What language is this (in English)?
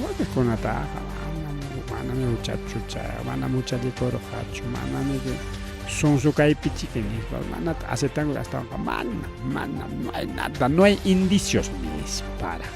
Ayacucho Quechua